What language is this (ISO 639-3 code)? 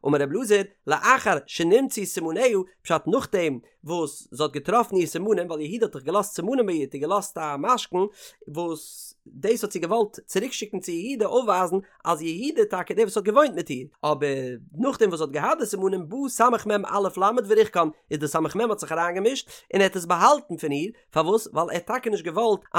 yid